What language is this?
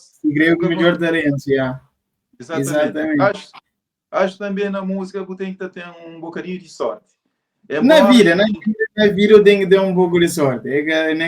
Kabuverdianu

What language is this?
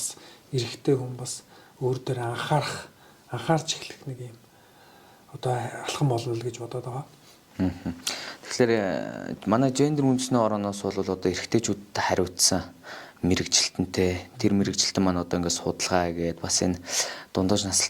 Mongolian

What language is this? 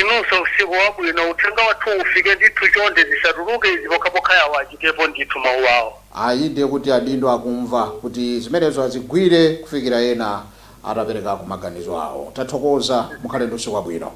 Nyanja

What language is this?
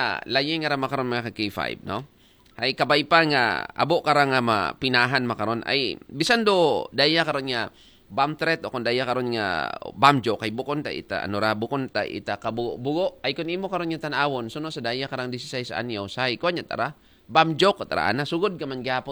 Aklanon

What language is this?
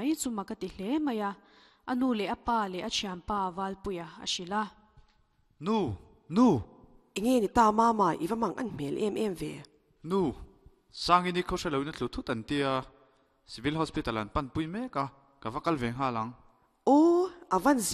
Mizo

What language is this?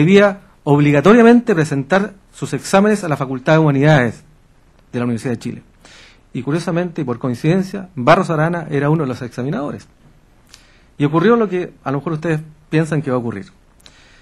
Spanish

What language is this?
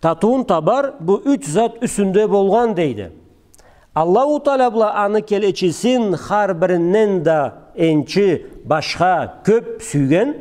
Karachay-Balkar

